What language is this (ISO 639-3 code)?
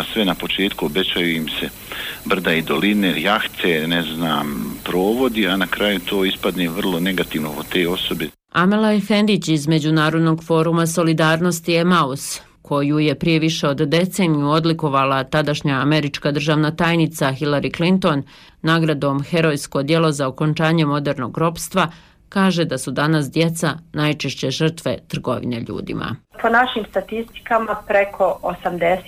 bos